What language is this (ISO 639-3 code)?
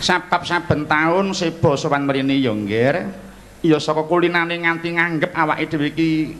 jav